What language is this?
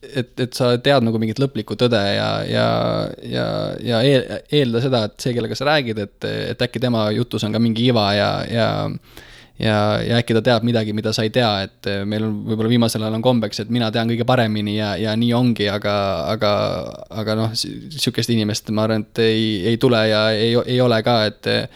Estonian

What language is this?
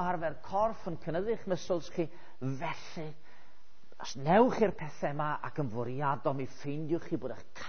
Welsh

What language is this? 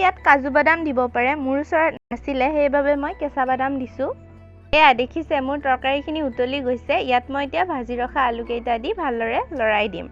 Assamese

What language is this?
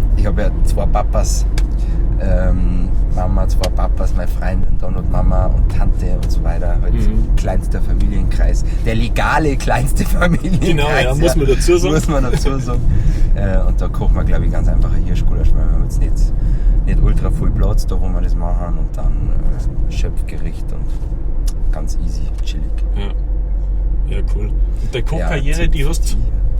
Bavarian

